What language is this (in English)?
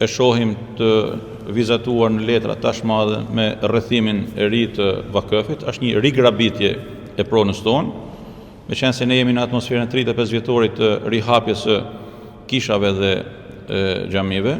Albanian